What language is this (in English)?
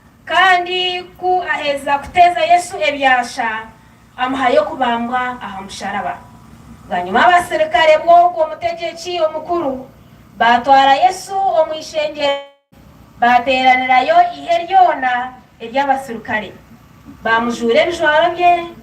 Nyankole